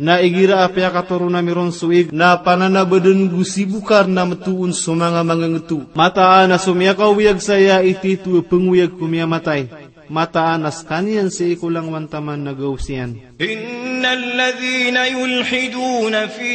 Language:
Maranao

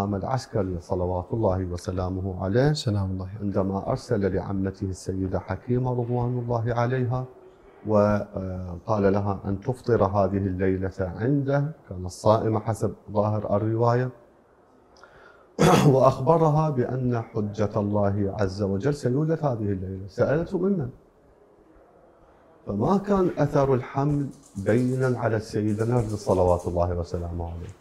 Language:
Arabic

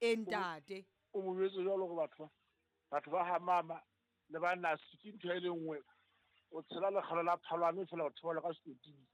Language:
Southern Sotho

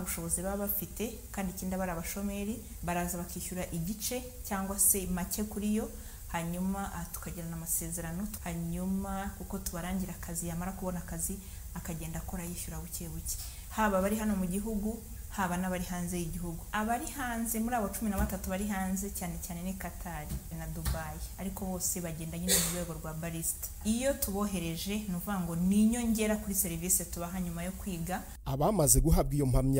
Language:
Kinyarwanda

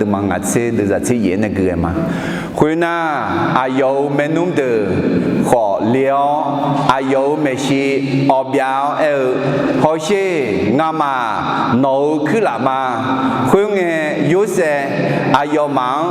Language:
Akha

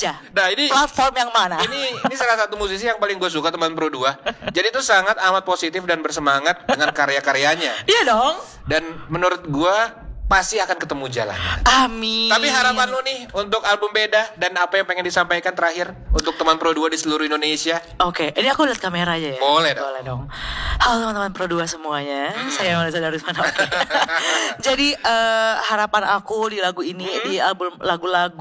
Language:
Indonesian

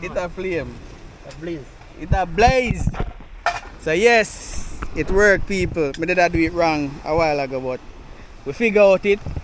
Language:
Jamaican Creole English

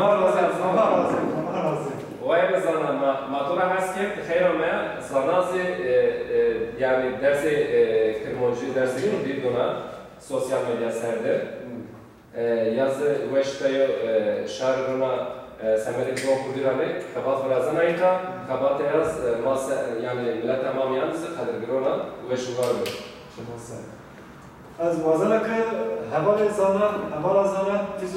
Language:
Zaza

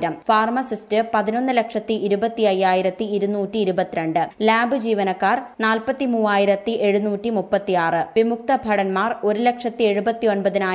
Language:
Malayalam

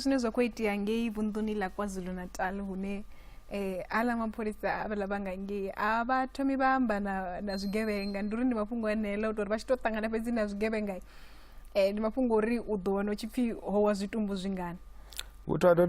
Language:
Venda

